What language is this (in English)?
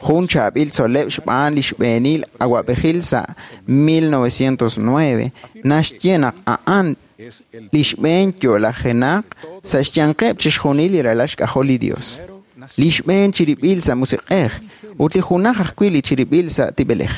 Kekchí